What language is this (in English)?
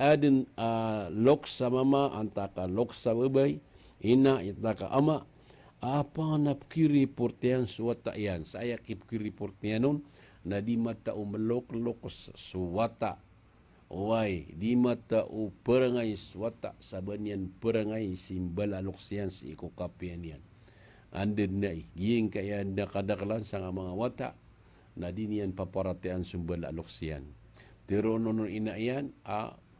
Maranao